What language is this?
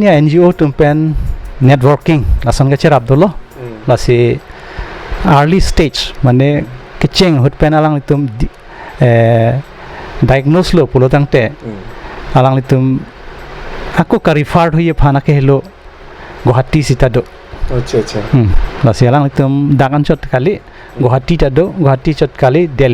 Karbi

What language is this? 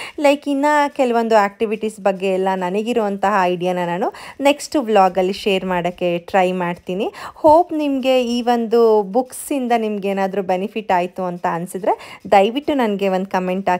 Kannada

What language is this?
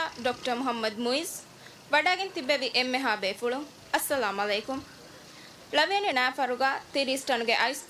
Divehi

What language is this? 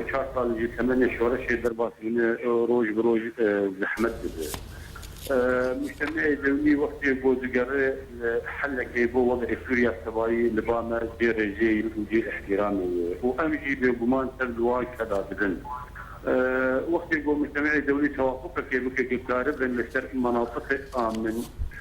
Kurdish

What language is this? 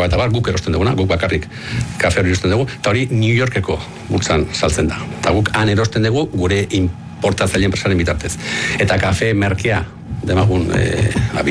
Basque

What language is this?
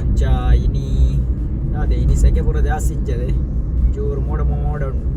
Tulu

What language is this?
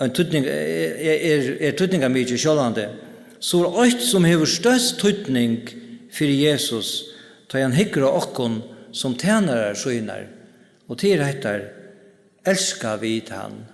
Faroese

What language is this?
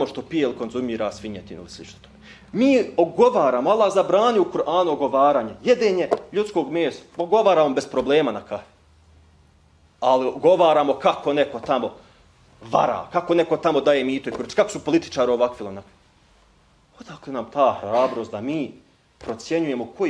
Bosnian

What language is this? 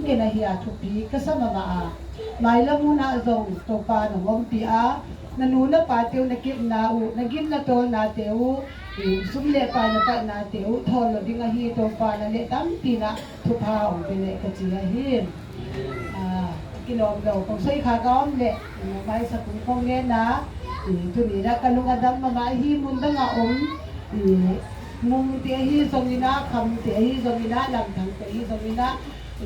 Tedim Chin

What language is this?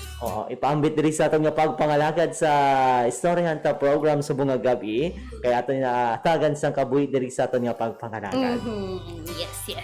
Hiligaynon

